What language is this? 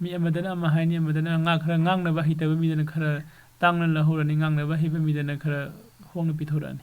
Manipuri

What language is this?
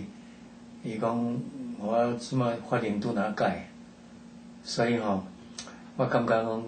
Min Nan Chinese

